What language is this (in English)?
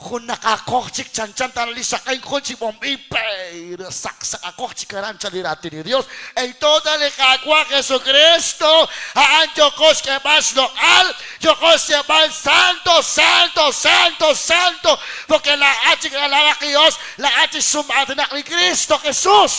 Kekchí